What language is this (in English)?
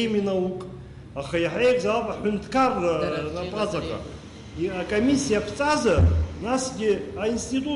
Abkhazian